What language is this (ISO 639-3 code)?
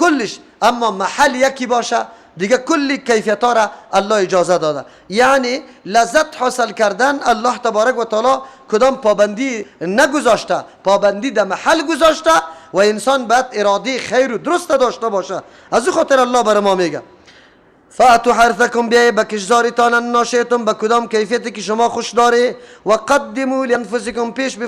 fas